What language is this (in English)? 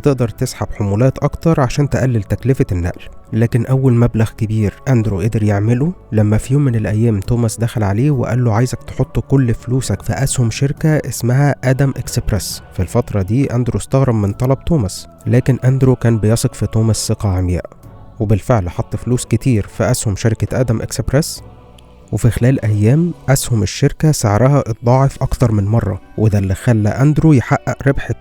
Egyptian Arabic